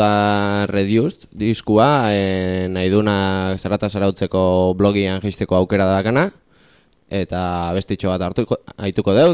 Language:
Basque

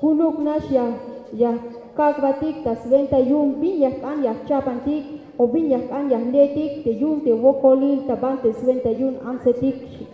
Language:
Tzeltal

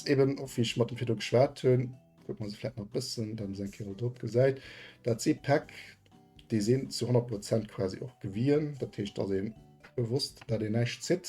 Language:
Luxembourgish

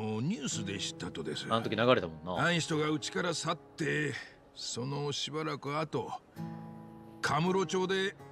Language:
Japanese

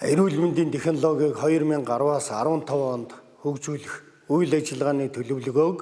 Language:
Mongolian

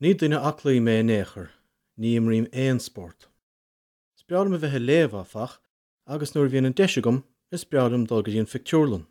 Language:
Irish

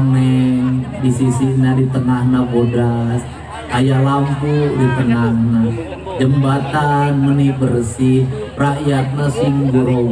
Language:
Sundanese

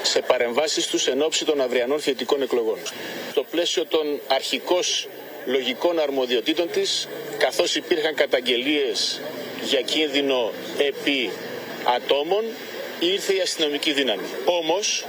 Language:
Greek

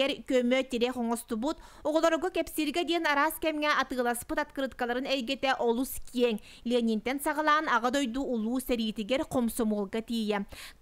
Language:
Yakut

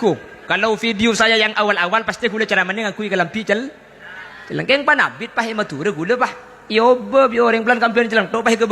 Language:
Madurese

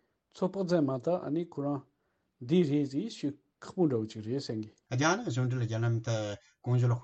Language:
Tibetan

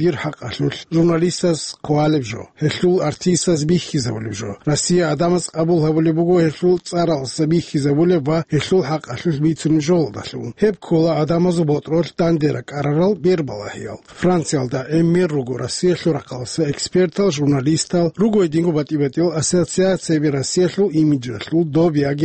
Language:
Avaric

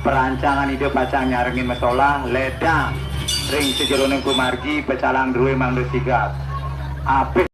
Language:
Balinese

